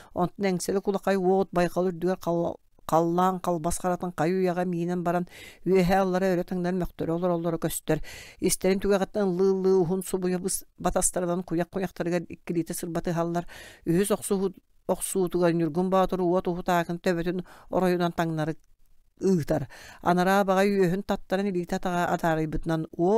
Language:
Yakut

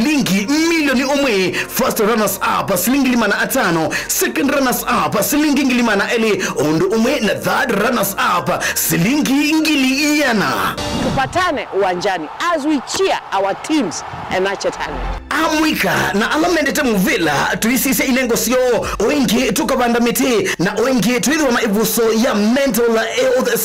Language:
Kamba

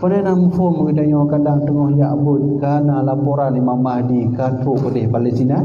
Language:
Achinese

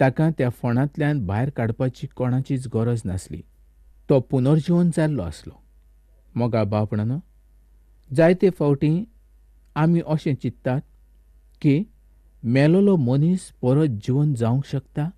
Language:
Konkani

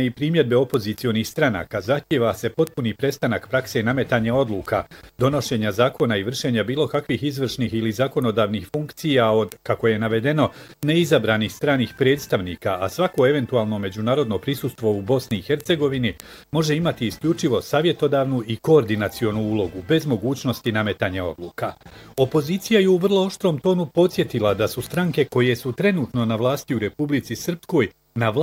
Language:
Bosnian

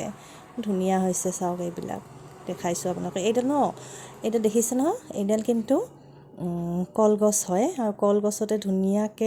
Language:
Assamese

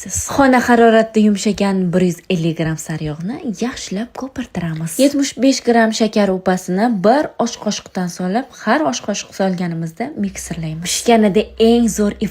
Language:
Uzbek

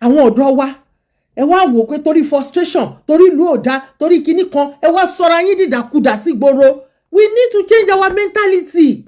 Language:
Yoruba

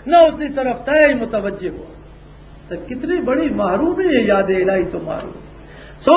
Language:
Western Panjabi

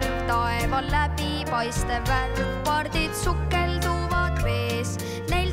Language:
Estonian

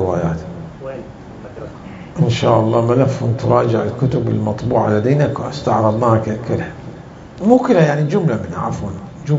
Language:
Mesopotamian Arabic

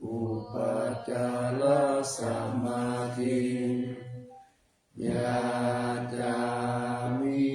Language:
Pali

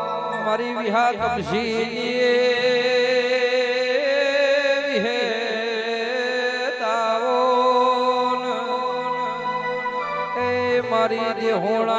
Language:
Gujarati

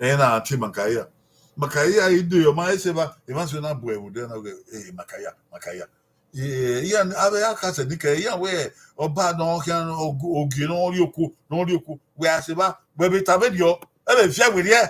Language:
Bini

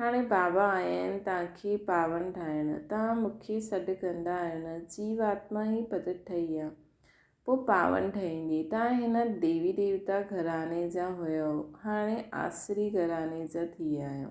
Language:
Sindhi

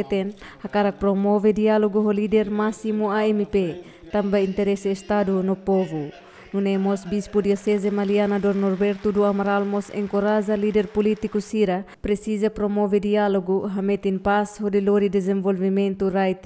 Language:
Tetum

